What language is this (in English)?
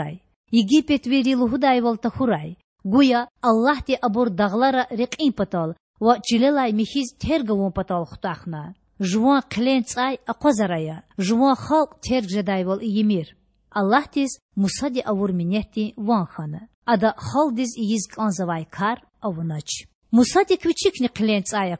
Lezghian